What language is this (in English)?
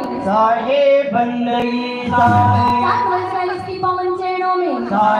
Chhattisgarhi